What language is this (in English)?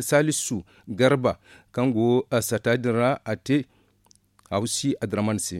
Zarma